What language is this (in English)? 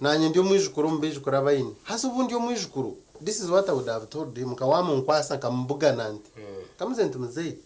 Nyankole